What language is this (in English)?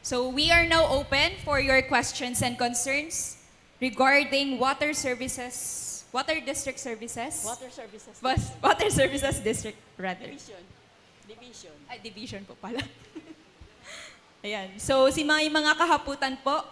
Bikol